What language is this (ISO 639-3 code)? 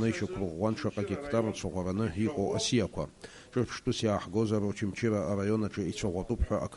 abk